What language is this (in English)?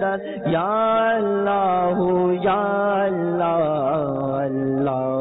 Bangla